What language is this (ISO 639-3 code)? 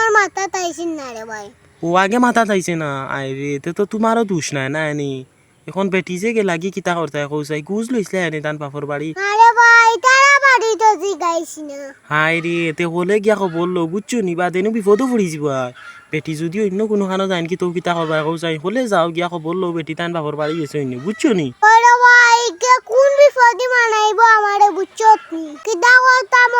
syl